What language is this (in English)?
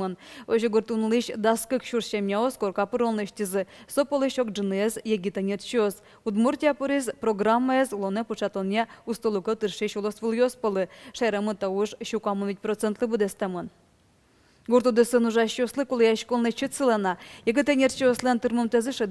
Udmurt